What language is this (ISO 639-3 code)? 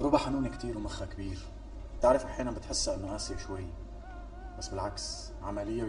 apc